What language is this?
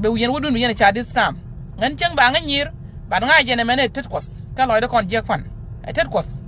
Nuer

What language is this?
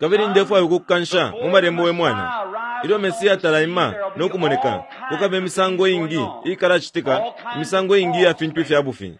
Bemba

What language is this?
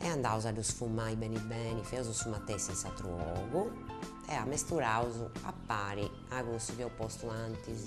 Sardinian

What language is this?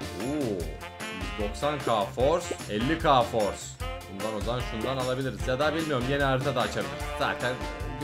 Turkish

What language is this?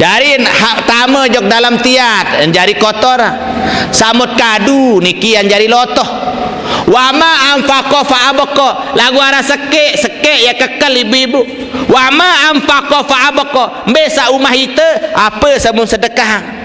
Sasak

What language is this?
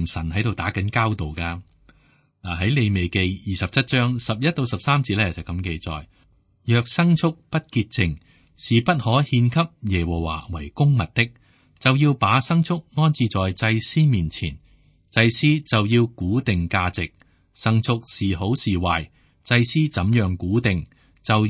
Cantonese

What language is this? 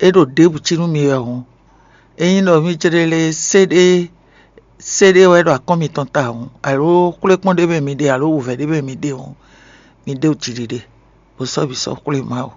Fon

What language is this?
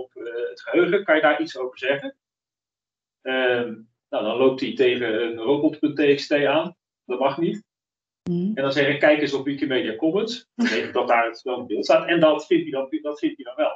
Dutch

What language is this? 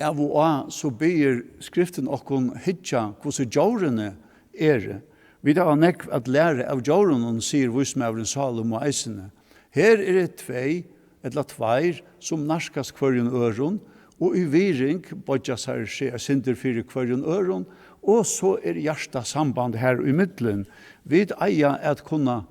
Faroese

